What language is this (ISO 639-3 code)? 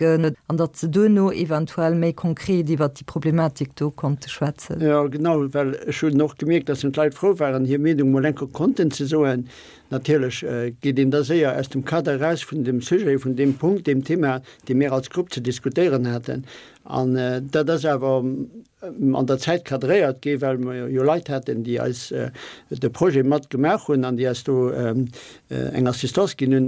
ltz